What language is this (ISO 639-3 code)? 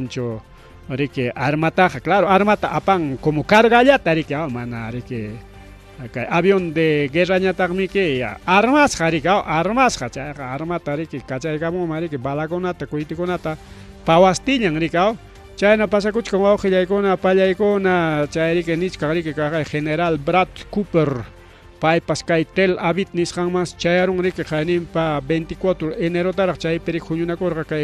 quy